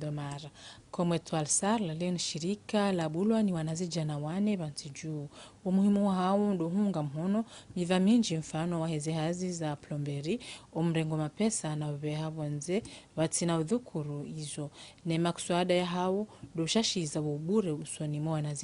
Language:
Ngazidja Comorian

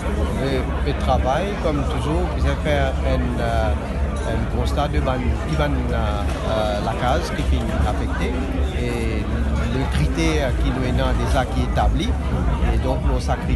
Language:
Morisyen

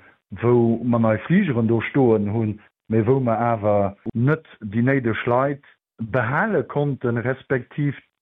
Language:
Luxembourgish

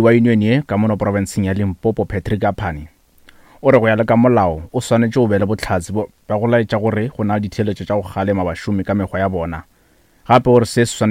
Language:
Northern Sotho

